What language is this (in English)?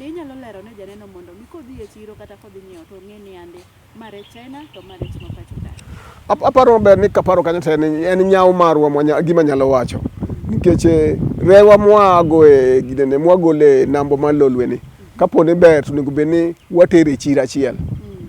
Luo (Kenya and Tanzania)